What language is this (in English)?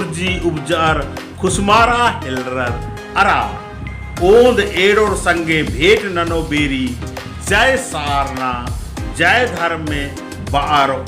Kurukh